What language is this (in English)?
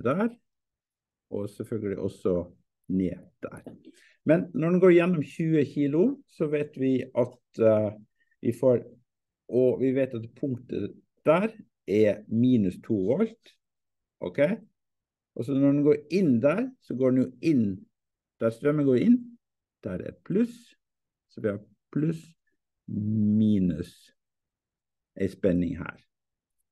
Norwegian